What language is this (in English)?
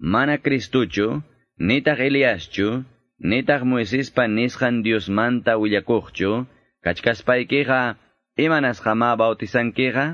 Quechua